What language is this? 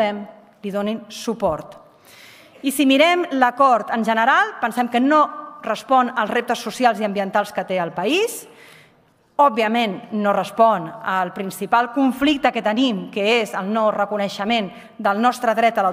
Catalan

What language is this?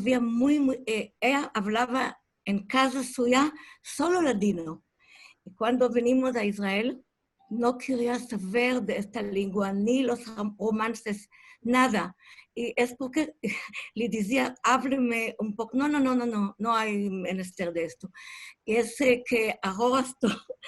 Ladino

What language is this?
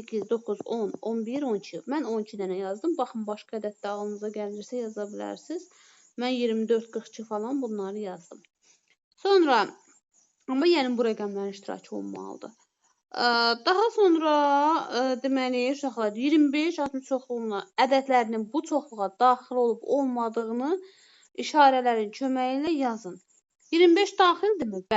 Azerbaijani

